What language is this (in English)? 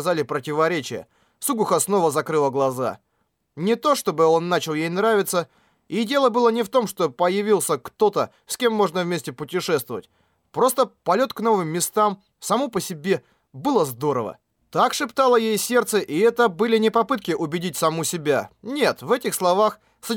Russian